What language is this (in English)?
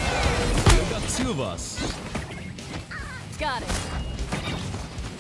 English